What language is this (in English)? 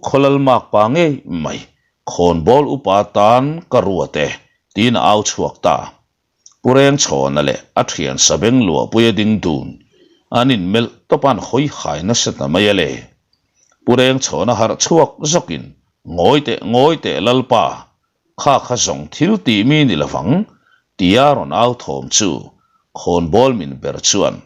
Mizo